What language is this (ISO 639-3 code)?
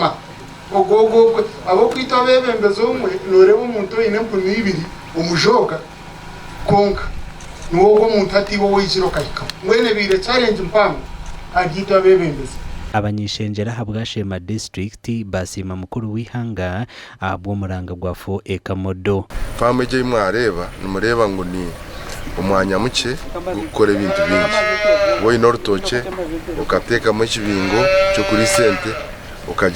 nyn